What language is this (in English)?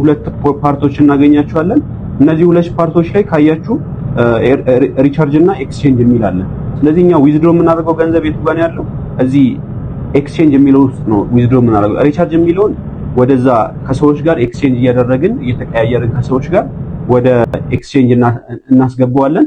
Amharic